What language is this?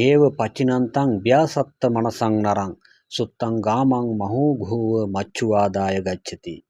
Sinhala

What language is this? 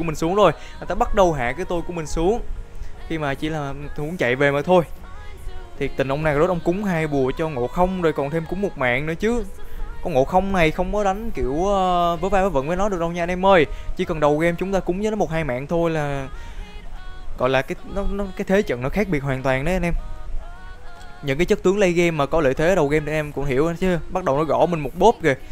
Vietnamese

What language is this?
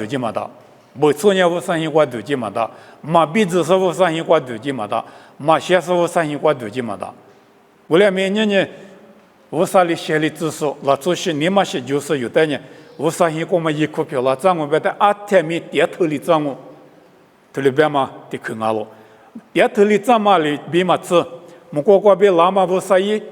Lisu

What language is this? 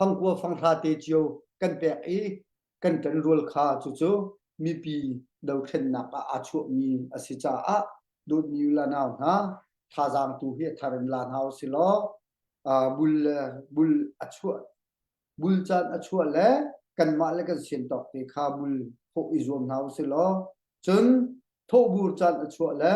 Hakha Chin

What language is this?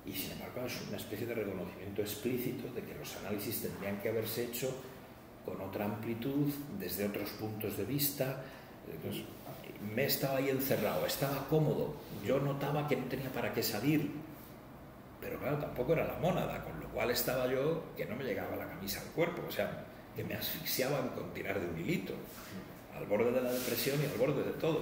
Spanish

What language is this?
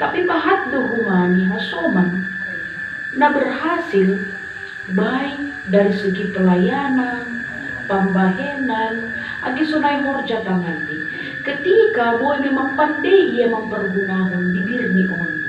Batak Simalungun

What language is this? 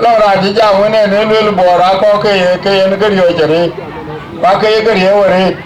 Dinka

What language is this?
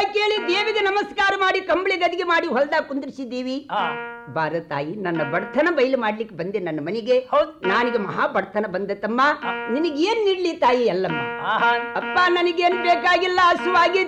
Kannada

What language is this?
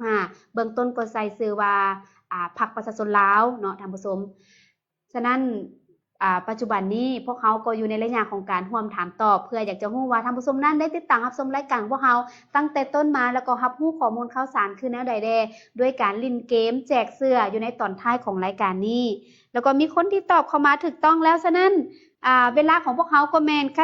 Lao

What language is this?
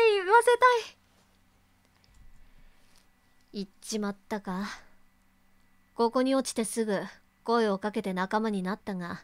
Japanese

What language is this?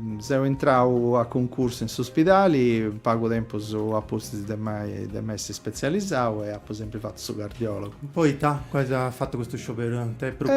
Sardinian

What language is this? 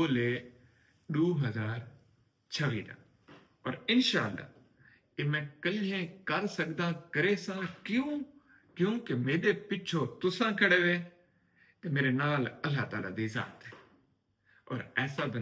Saraiki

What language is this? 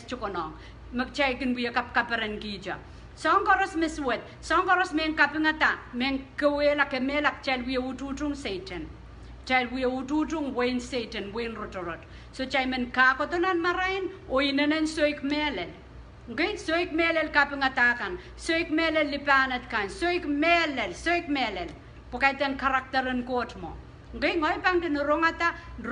Pohnpeian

